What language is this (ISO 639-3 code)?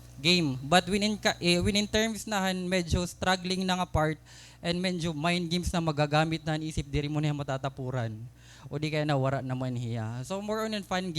war